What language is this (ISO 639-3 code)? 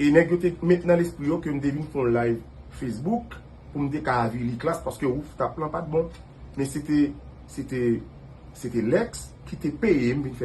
hat